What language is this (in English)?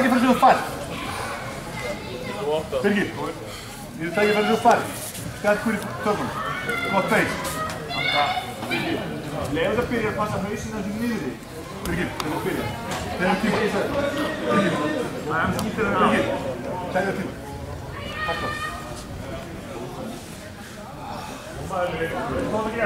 Icelandic